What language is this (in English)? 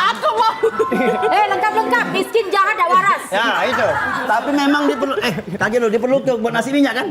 Musi